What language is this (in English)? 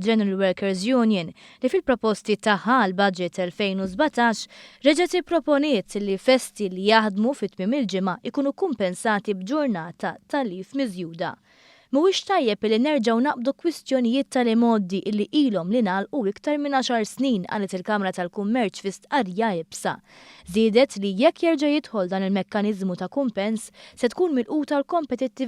Maltese